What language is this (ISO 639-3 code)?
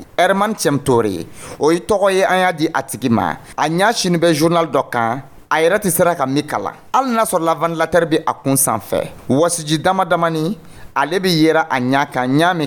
dyu